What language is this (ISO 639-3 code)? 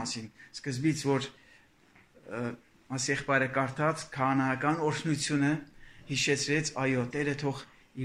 hye